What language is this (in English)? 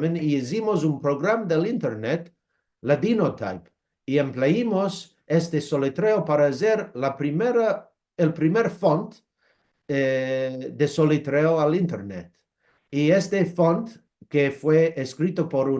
Ladino